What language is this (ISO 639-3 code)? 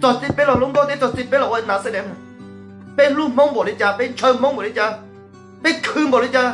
hmn